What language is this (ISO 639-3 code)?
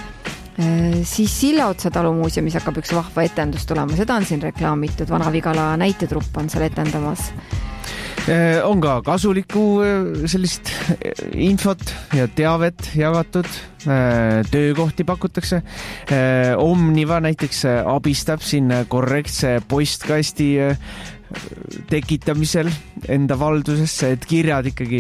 est